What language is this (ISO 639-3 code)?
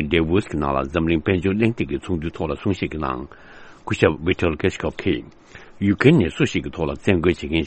bod